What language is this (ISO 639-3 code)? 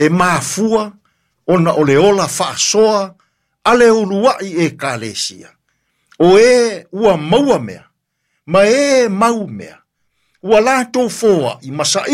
smo